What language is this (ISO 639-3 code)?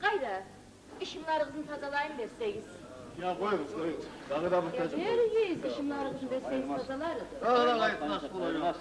kum